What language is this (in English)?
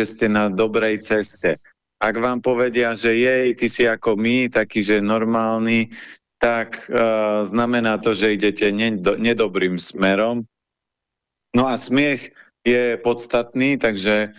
Slovak